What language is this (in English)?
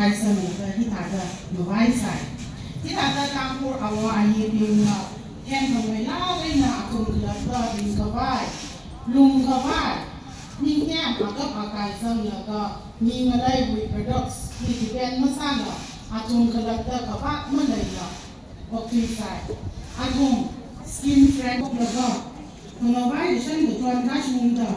Tangkhul Naga (India)